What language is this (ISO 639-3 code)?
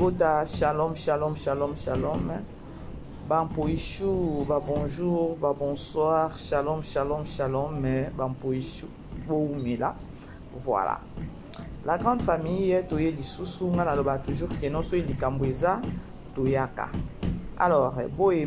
lin